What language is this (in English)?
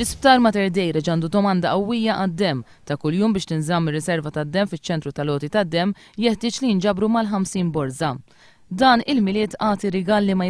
Maltese